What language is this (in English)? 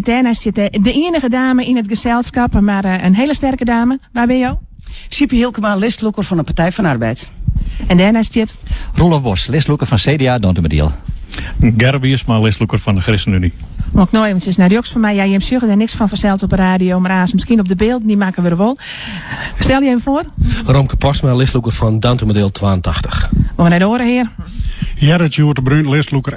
Western Frisian